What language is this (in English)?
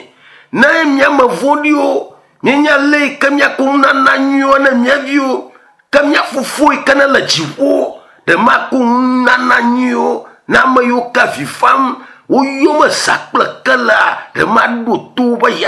Ewe